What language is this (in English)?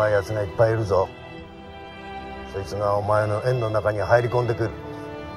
Japanese